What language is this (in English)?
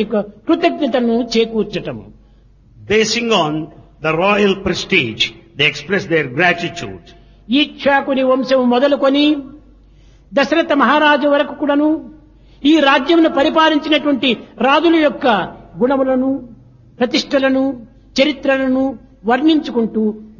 Telugu